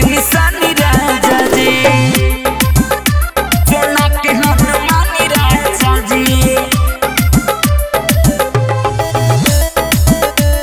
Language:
Bhojpuri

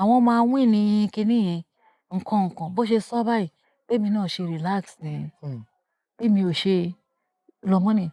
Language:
Yoruba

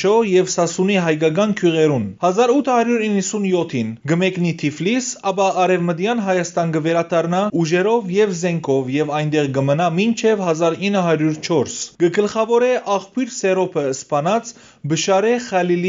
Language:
Western Armenian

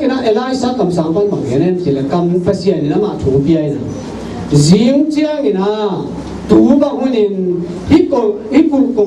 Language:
Tedim Chin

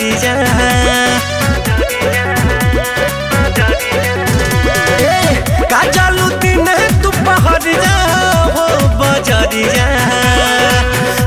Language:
Bhojpuri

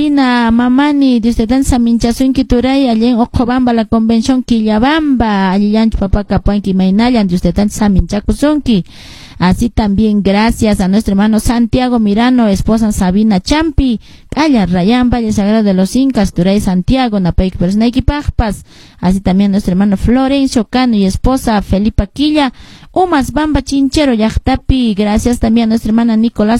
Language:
Quechua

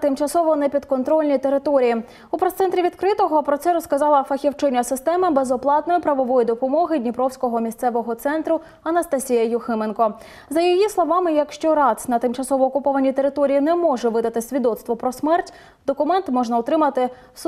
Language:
Ukrainian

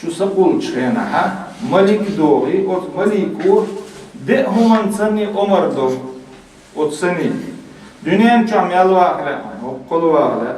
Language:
Chechen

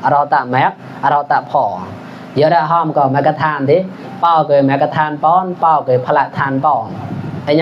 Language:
Mon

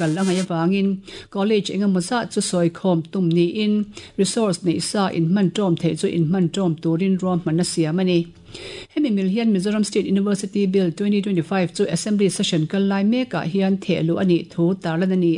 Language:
Mizo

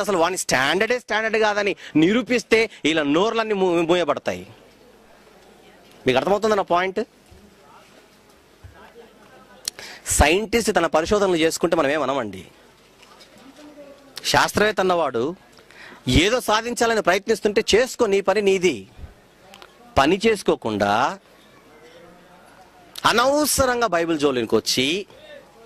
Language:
Telugu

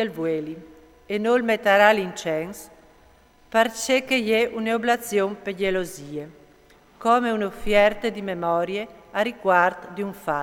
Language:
Friulian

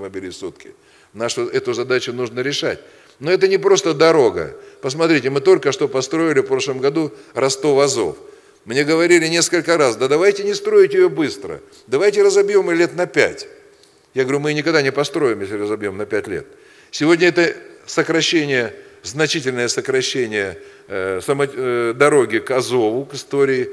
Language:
Russian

